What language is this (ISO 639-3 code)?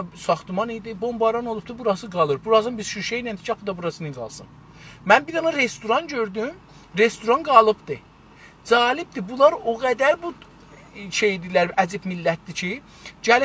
azb